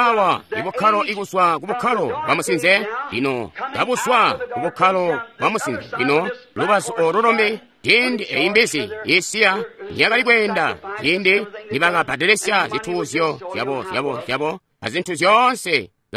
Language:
Tonga (Zambia)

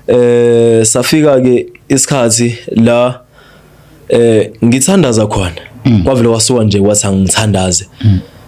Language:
Zulu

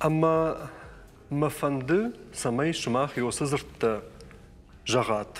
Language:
Ossetic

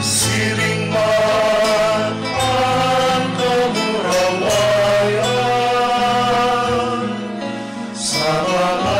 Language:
Bikol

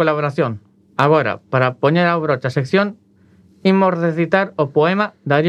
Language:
Galician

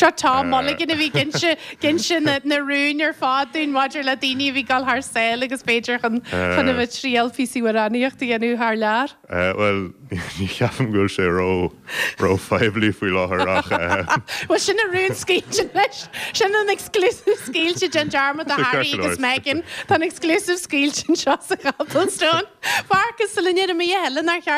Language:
Irish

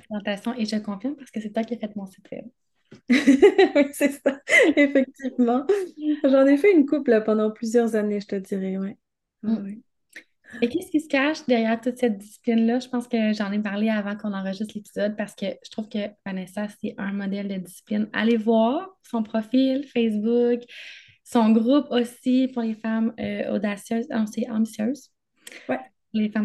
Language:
French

